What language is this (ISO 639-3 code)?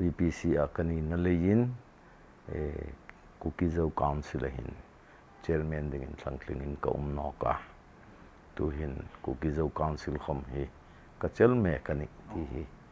hmr